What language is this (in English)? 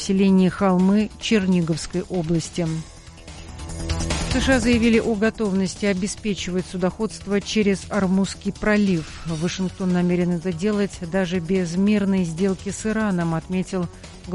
Russian